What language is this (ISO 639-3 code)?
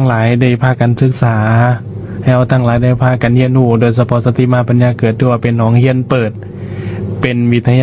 lao